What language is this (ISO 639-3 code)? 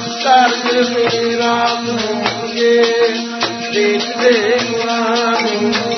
pan